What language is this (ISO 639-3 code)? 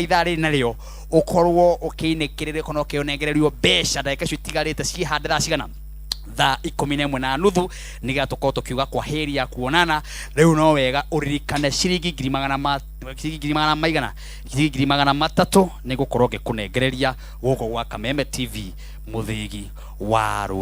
kik